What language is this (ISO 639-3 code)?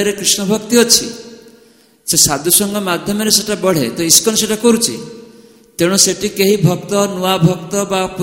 ori